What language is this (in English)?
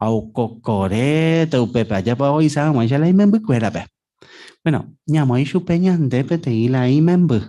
Guarani